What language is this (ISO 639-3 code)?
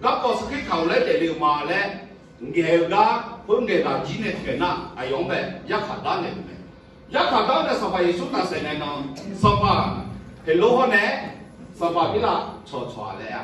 ahk